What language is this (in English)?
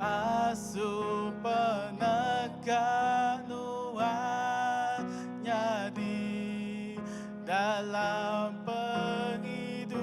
Iban